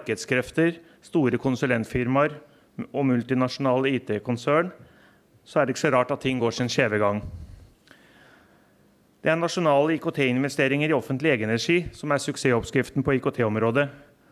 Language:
Norwegian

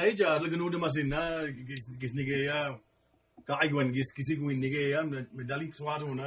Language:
Mi'kmaw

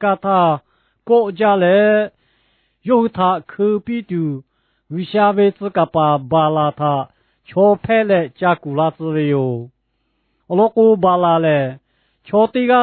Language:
Lahu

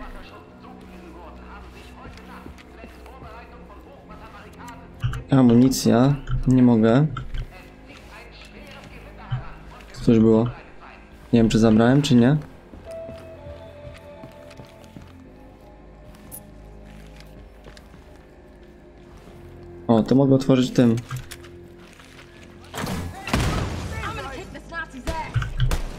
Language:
Polish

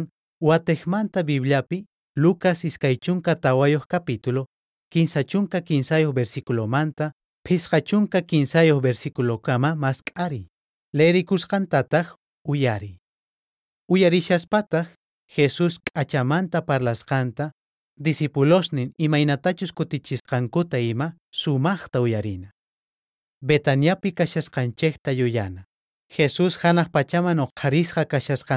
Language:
South Bolivian Quechua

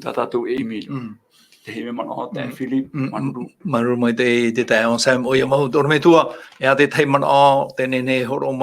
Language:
Tahitian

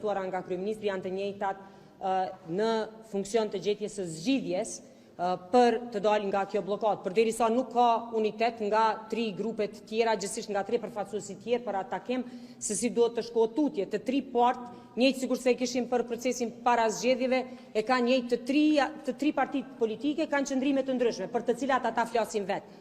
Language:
Albanian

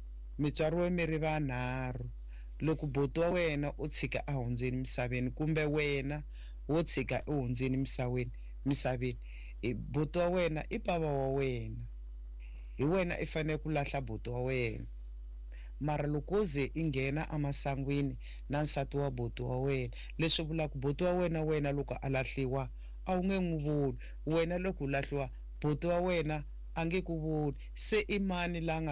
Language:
Tsonga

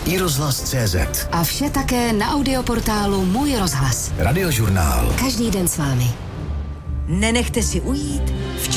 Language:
Czech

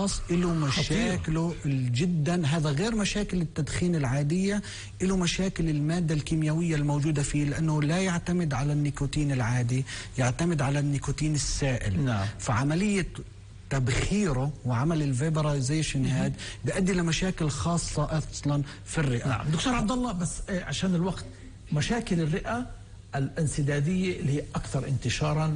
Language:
North Levantine Arabic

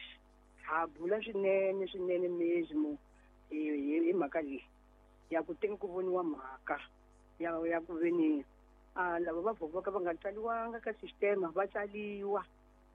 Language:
Tsonga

